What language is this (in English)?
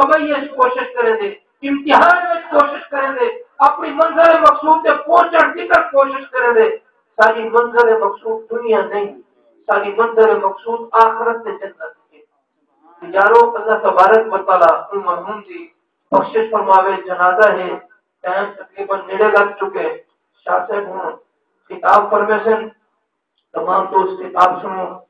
Saraiki